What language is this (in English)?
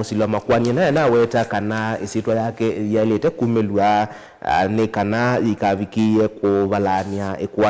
Kamba